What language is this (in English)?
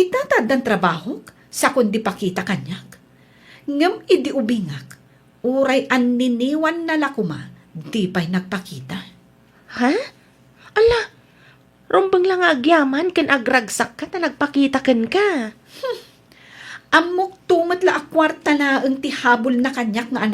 Iloko